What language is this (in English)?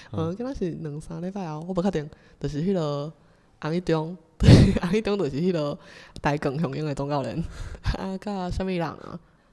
Min Nan Chinese